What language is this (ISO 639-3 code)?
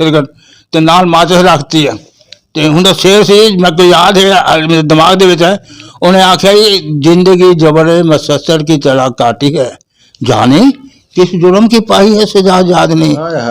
lah